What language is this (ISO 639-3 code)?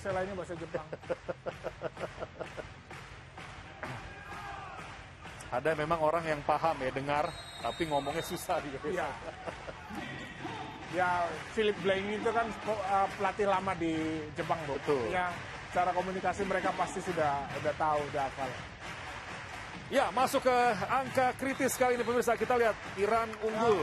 ind